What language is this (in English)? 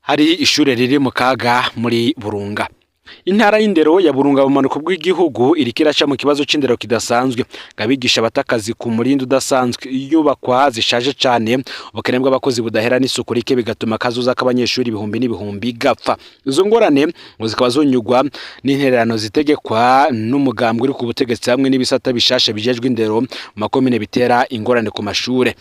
Rundi